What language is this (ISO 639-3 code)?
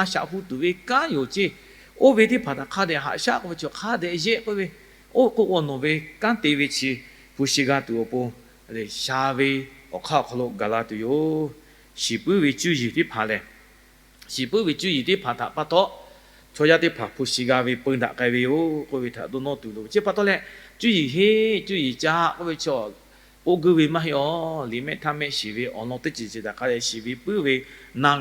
lhu